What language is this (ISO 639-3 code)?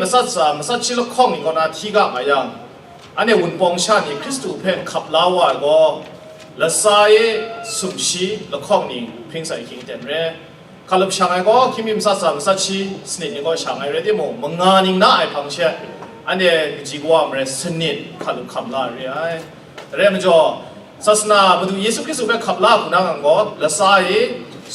kac